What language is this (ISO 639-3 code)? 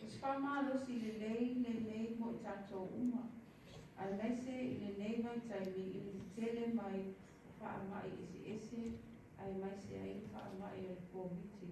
smo